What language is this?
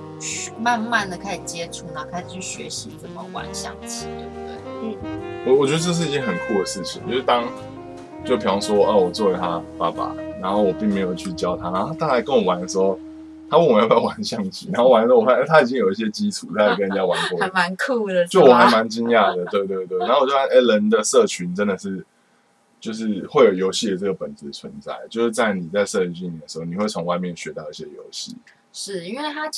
Chinese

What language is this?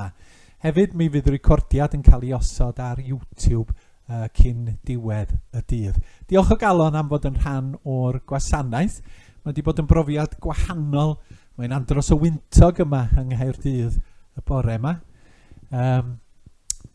Welsh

